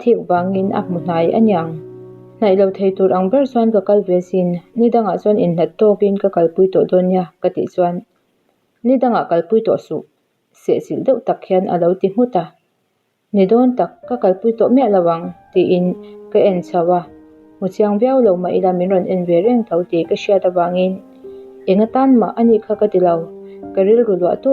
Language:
Mizo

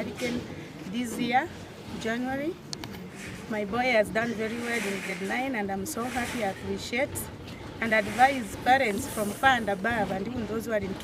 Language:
Gusii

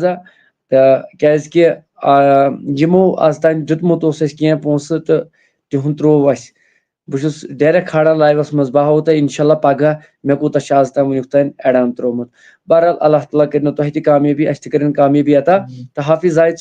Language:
Kashmiri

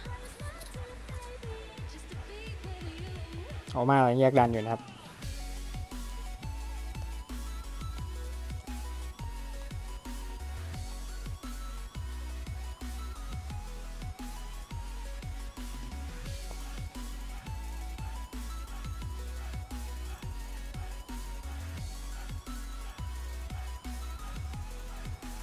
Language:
Thai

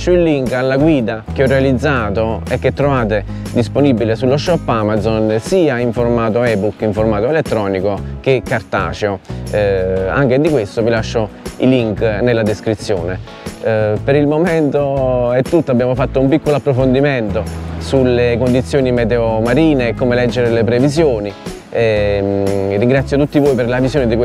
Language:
Italian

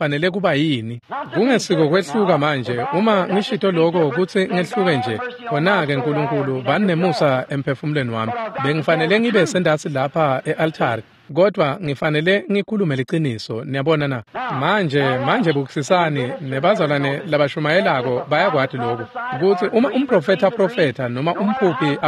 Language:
Swati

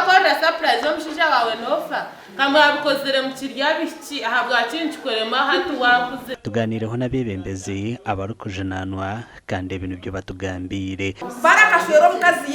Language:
Nyankole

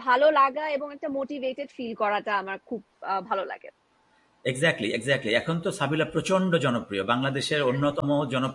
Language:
Bangla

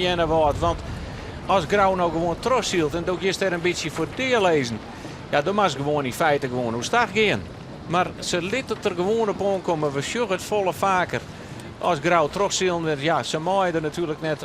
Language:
Western Frisian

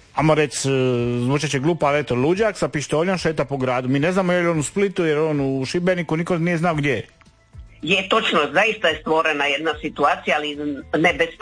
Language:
Croatian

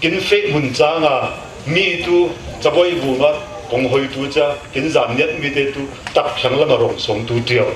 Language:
Falam Chin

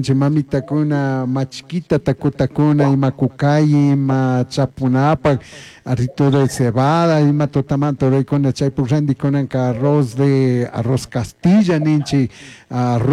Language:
Chimborazo Highland Quichua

